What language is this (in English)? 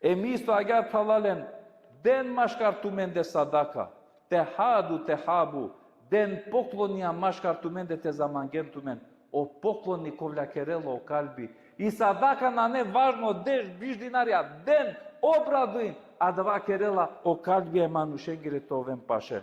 Balkan Romani